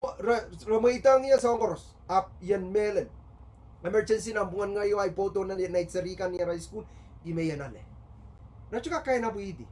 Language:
Pohnpeian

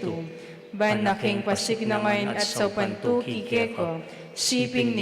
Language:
Pampanga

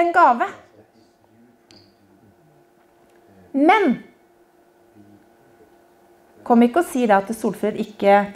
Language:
Norwegian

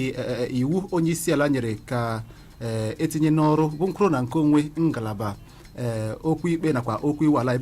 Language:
Igbo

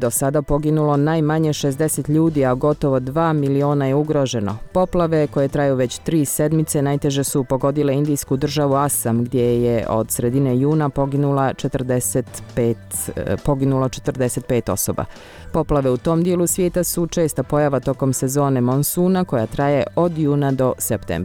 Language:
Bosnian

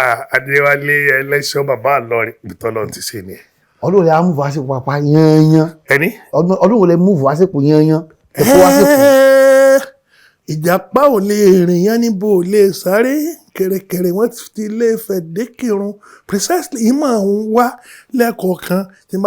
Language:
Yoruba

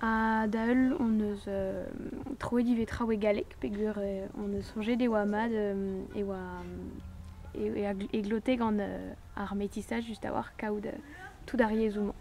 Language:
Breton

